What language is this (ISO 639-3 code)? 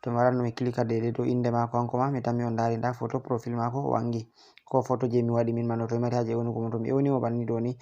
ful